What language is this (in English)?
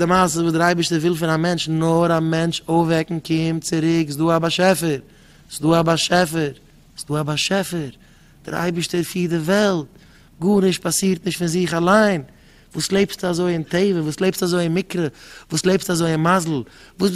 Yiddish